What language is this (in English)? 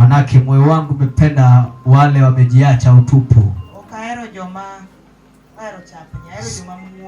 Luo (Kenya and Tanzania)